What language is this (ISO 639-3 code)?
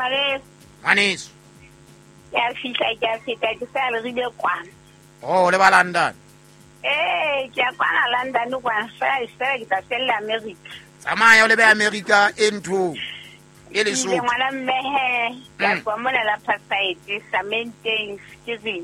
sot